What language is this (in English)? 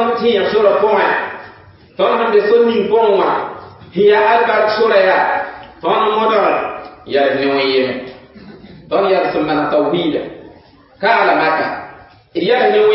Mossi